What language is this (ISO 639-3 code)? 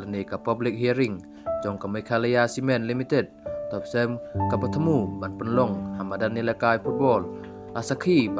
kha